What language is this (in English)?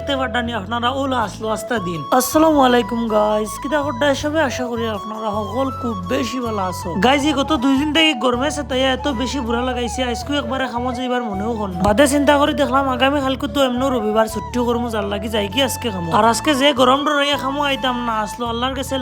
Sylheti